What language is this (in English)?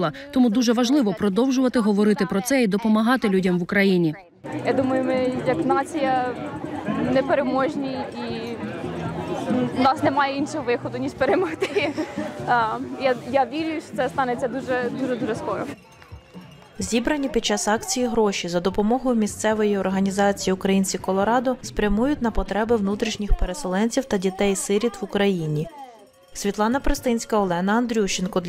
Ukrainian